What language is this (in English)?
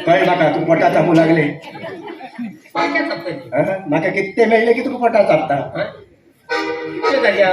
Konkani